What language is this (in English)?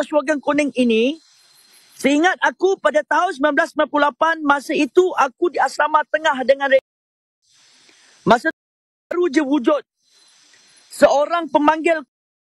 Malay